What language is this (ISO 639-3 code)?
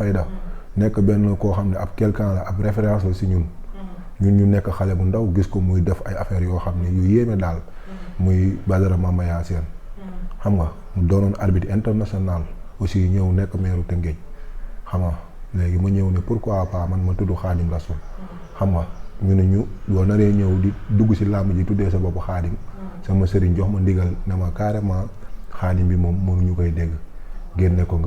wol